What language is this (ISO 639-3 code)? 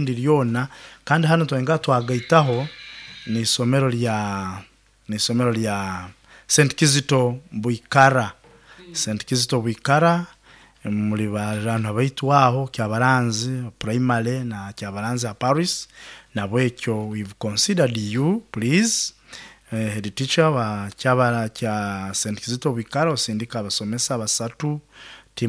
nyo